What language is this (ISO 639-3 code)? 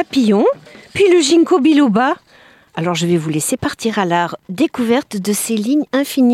fra